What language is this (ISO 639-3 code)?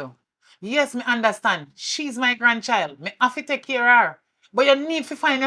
jam